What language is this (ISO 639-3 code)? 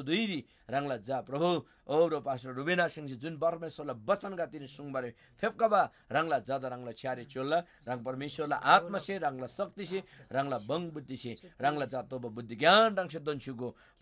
taj